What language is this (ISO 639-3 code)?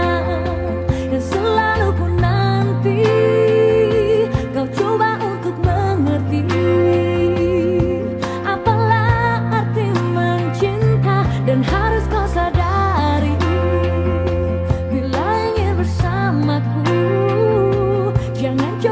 ind